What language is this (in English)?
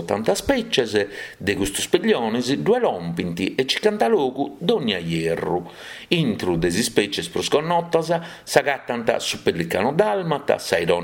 Sardinian